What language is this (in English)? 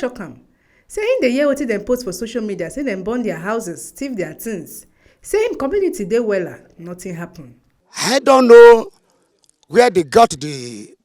Nigerian Pidgin